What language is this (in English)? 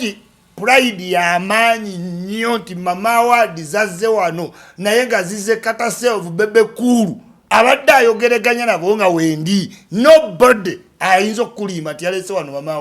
Ganda